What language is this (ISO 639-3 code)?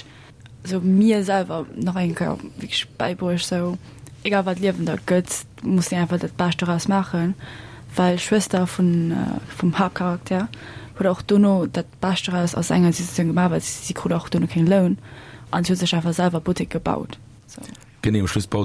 ltz